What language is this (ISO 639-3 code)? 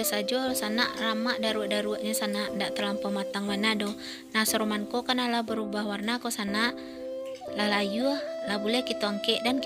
min